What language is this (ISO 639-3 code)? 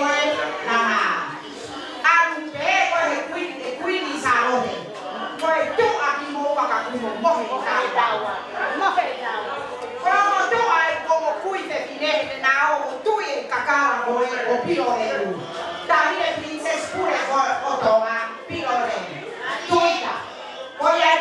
ton